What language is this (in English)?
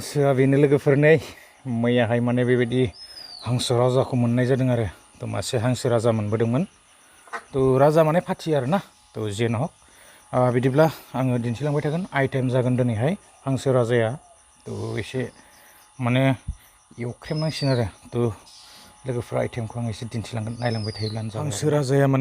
Bodo